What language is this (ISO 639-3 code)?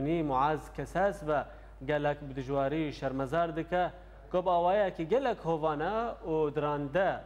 kur